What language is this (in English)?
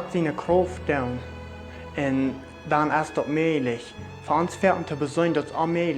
Plautdietsch